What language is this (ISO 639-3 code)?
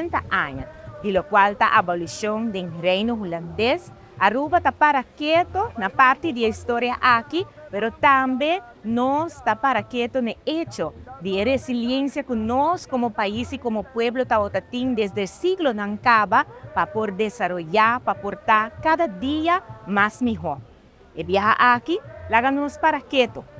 pap